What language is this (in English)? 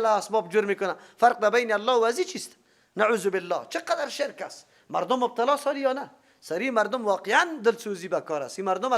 Persian